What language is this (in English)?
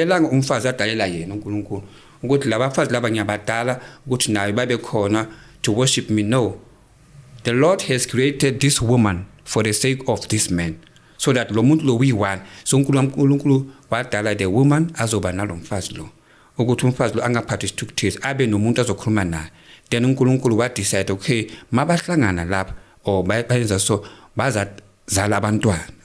Zulu